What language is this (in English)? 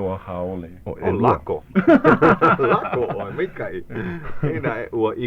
Hawaiian